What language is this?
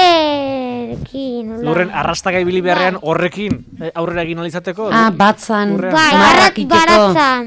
Basque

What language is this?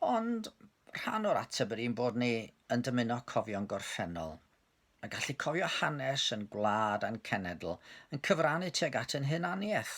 Welsh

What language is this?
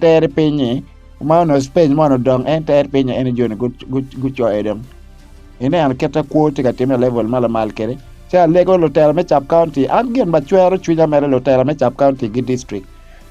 Acoli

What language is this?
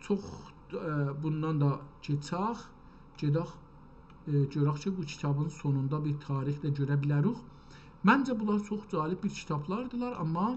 South Azerbaijani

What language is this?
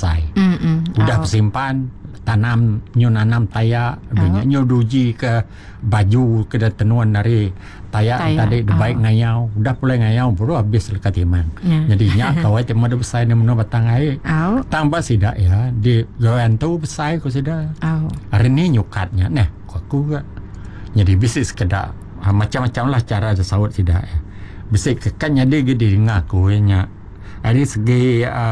Iban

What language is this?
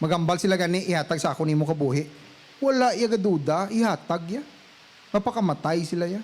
Hiligaynon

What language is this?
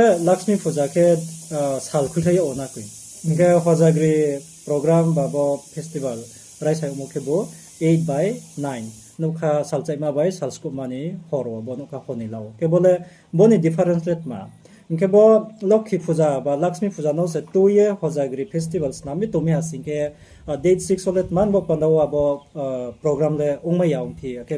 Riang (India)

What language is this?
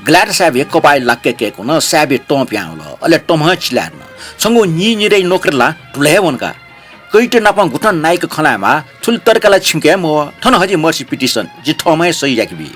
Newari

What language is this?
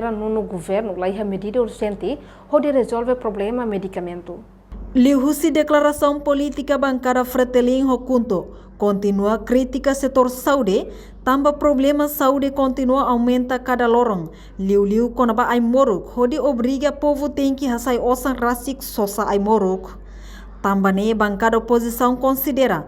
Tetum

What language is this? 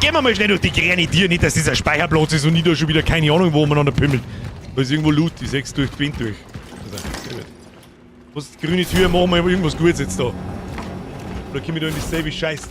Bavarian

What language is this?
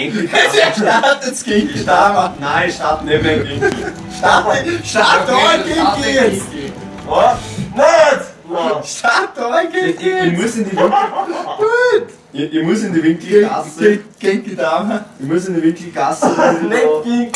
Bavarian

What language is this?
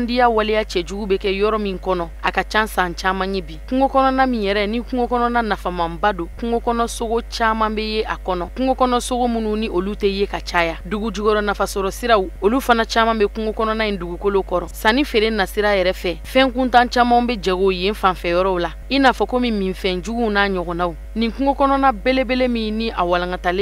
Bambara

